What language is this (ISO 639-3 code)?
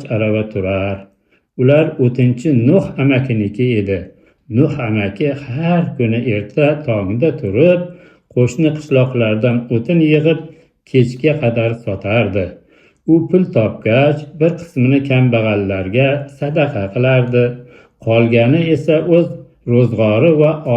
uzb